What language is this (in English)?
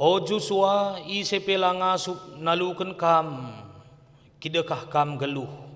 Batak Karo